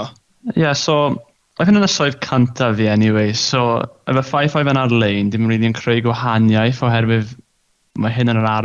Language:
Welsh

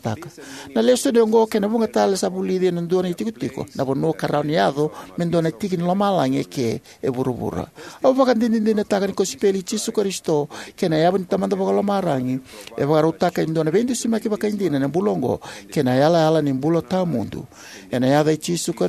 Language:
Fijian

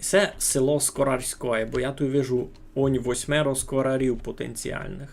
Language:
Rusyn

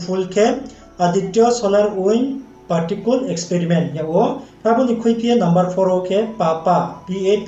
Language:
Riang (India)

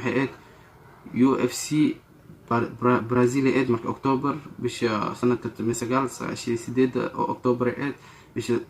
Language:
Somali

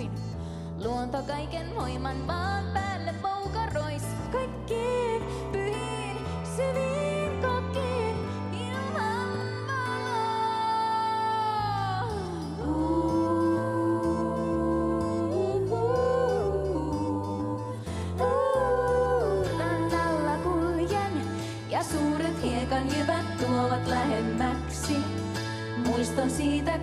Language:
Finnish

